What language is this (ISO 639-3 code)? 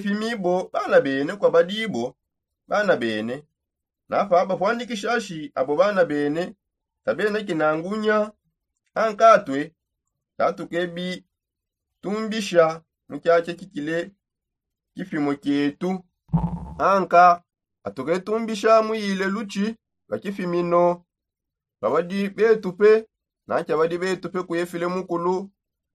sop